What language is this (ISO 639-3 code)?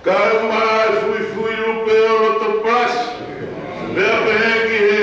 ton